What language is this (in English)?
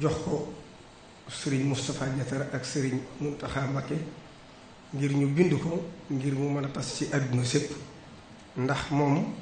Wolof